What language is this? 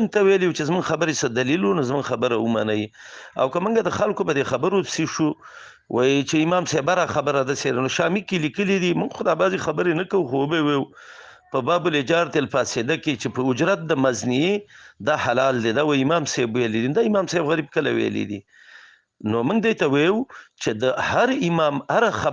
Pashto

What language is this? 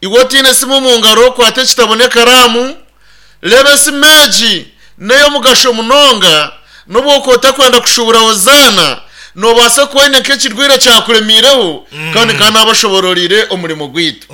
Nyankole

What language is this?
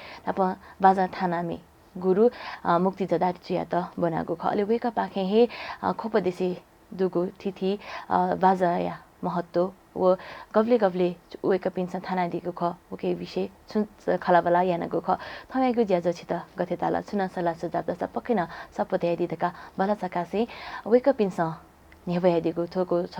Newari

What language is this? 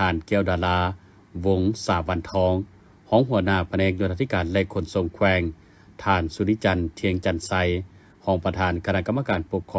Lao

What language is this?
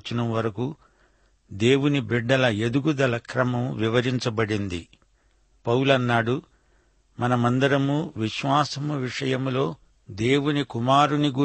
Telugu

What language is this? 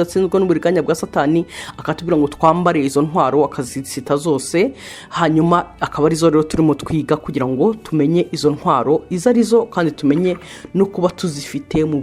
Kinyarwanda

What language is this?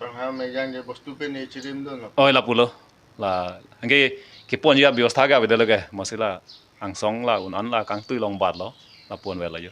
Karbi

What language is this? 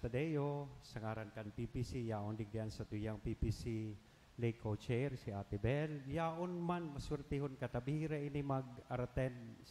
Bikol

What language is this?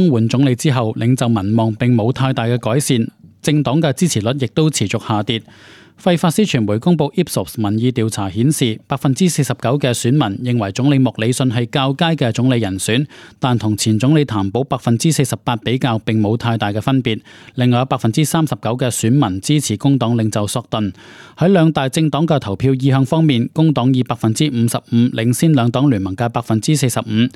Cantonese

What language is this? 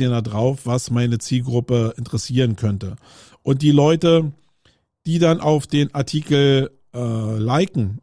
German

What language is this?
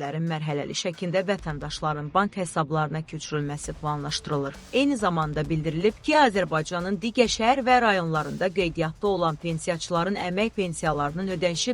Azerbaijani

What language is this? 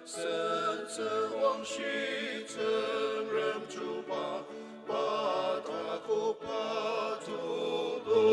Ao Naga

